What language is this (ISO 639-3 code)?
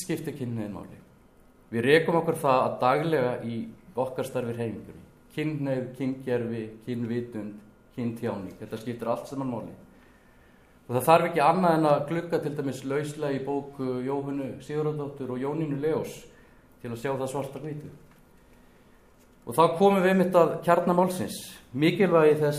isl